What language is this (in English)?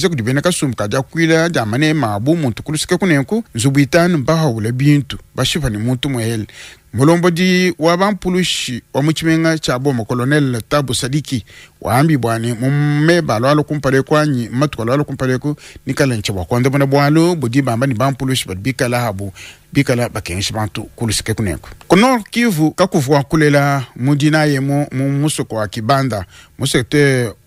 Luba-Lulua